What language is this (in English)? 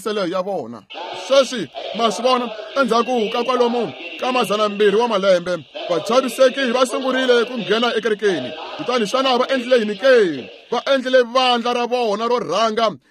Tsonga